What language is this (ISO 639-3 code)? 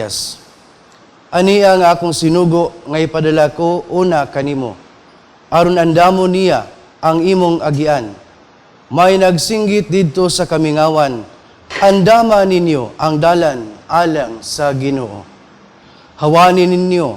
ceb